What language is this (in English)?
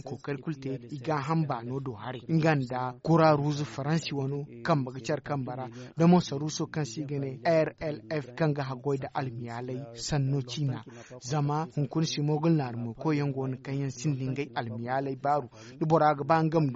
Zarma